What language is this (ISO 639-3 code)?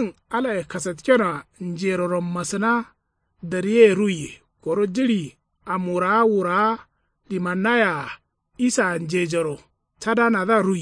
kau